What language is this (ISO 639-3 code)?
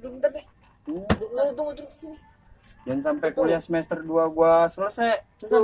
bew